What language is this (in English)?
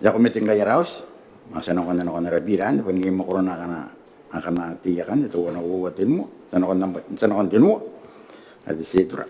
Gilbertese